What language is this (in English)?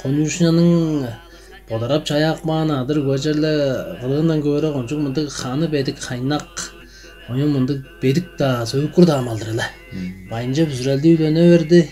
Tuvinian